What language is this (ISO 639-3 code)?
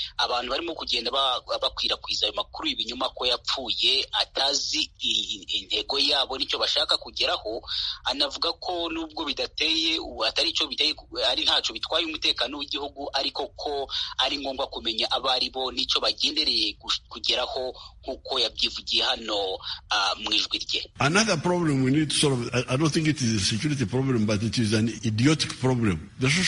kin